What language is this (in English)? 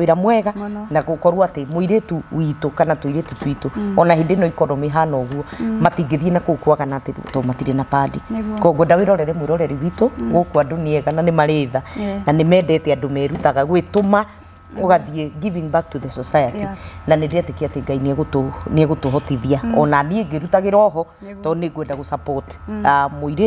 Kikuyu